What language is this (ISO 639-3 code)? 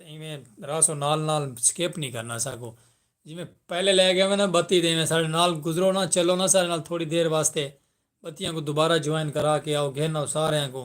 skr